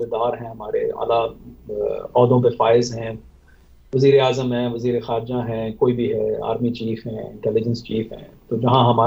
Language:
Urdu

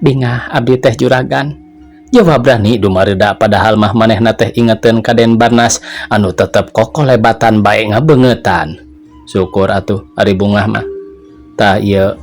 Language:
Sundanese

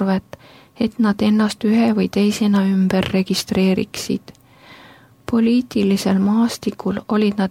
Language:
Estonian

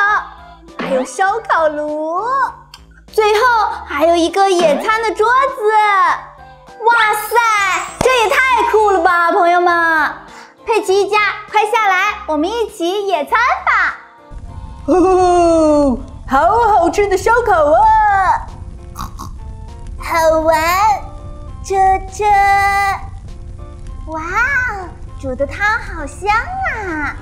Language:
Chinese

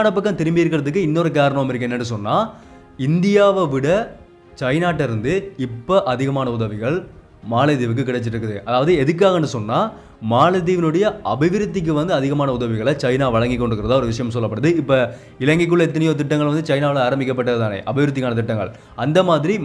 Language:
Tamil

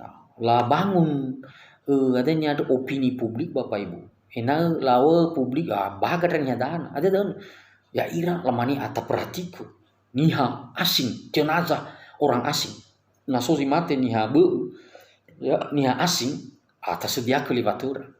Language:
Nias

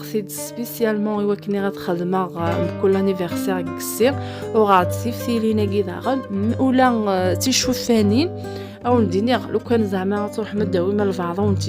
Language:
Kabyle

